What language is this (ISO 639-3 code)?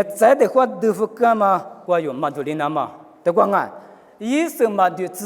lis